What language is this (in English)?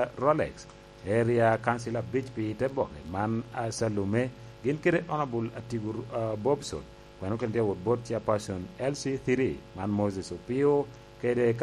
Lango (Uganda)